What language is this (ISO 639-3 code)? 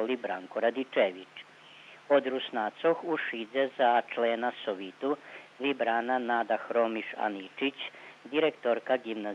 rue